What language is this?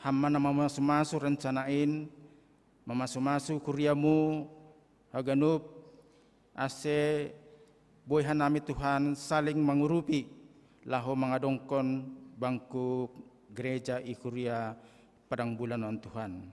Batak Simalungun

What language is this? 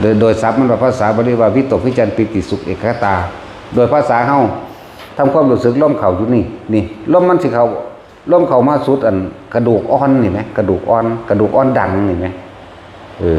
Northeastern Thai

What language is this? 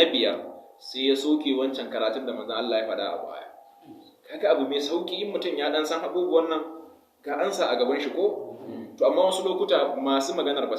Hausa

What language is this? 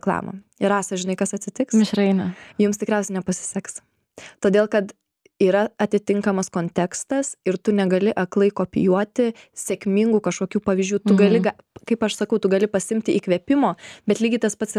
Lithuanian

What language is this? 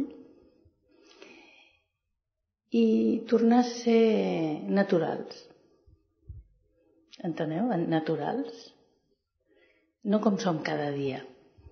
Catalan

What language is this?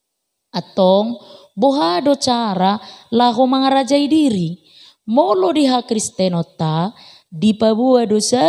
Batak Toba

